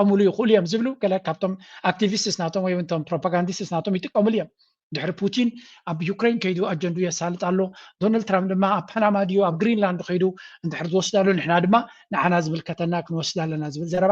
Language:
Tigrinya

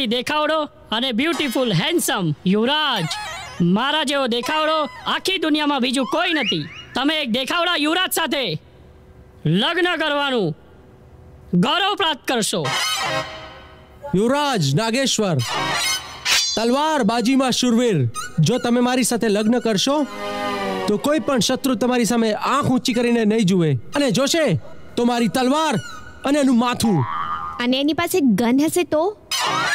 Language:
Gujarati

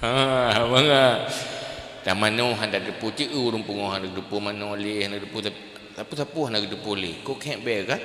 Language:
Achinese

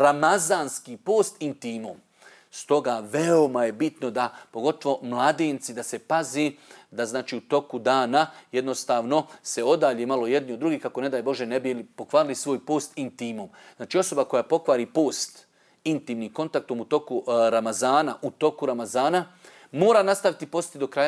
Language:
Bosnian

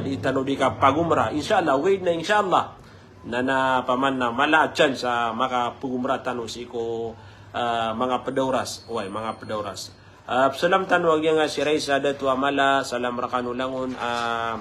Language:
Maranao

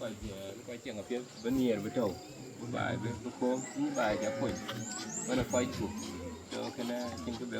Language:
Dinka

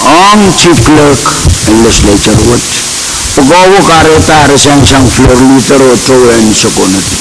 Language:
Pohnpeian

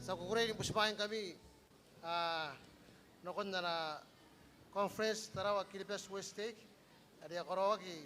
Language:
Gilbertese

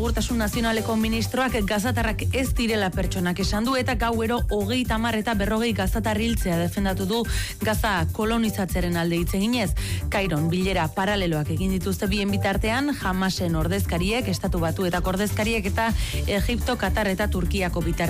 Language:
Basque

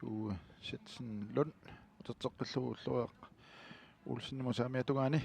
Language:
Kalaallisut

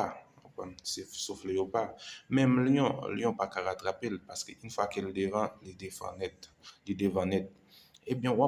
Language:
Haitian Creole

